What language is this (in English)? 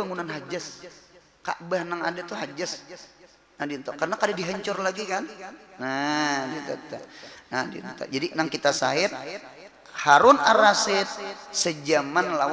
Banjar